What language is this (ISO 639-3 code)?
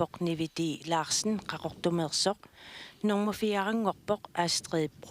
kal